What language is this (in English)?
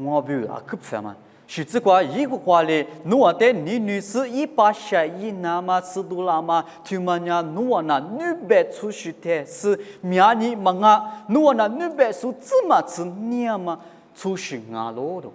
Lisu